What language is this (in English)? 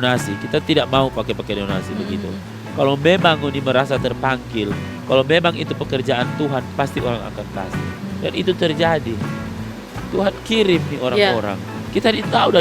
Manado Malay